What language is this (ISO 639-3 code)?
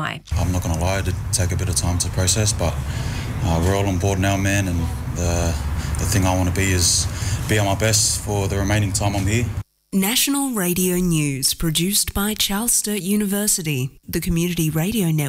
eng